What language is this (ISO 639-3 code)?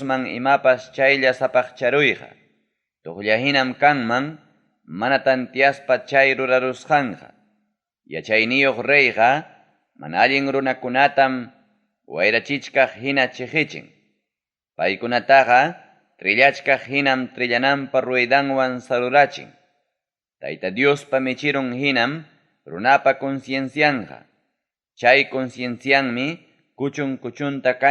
quy